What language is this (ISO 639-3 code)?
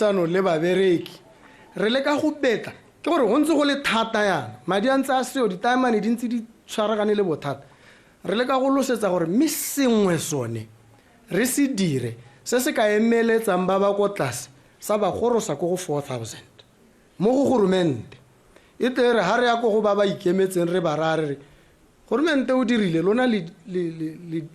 tsn